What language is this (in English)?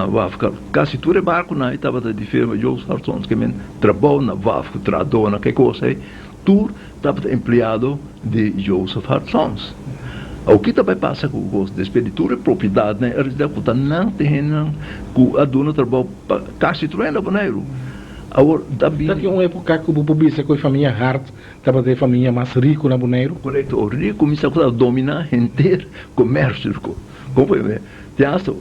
Papiamento